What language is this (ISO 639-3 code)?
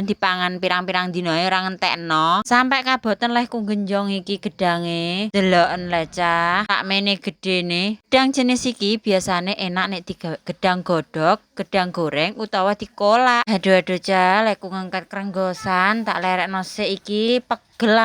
jav